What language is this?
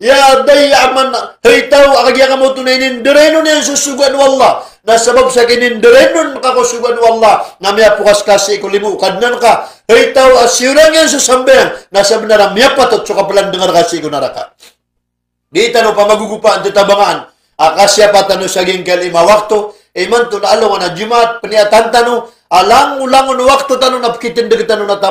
Maranao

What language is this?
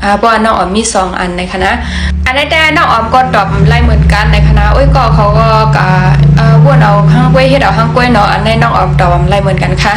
Shan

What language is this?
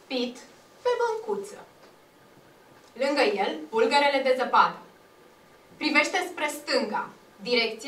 Romanian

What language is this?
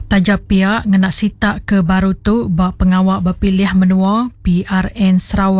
Iban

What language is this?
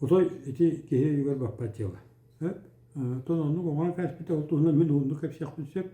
Yakut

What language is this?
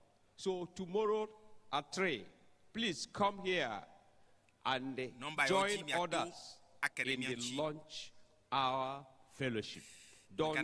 Ewe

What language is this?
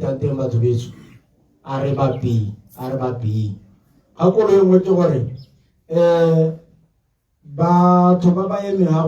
Tswana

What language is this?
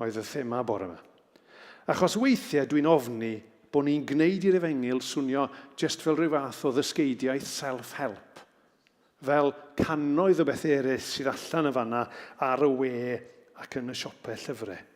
Welsh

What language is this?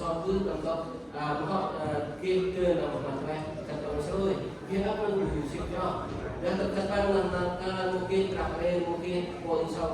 Central Mnong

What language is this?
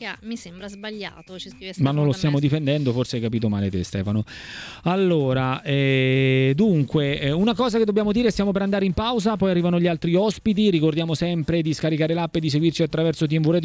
Italian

